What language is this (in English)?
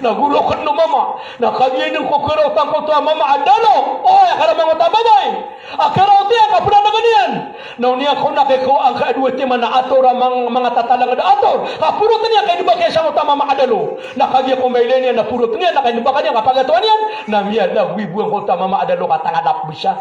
Maranao